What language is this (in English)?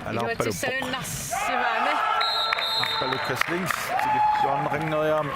Kalaallisut